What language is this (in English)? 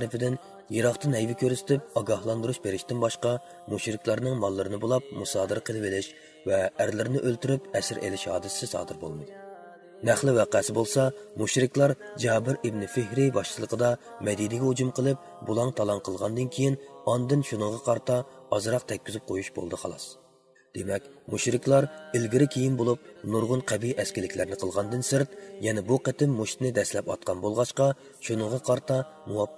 Uyghur